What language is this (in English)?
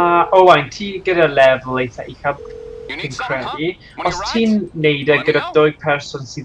Welsh